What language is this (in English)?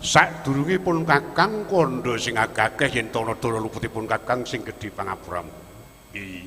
Javanese